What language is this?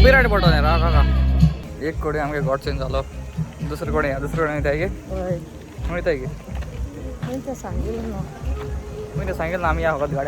Konkani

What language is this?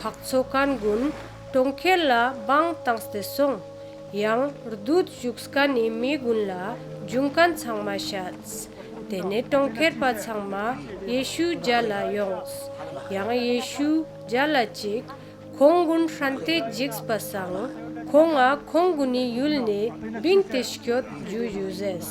Ladakhi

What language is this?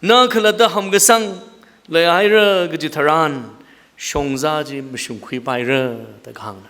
Tangkhul Naga (India)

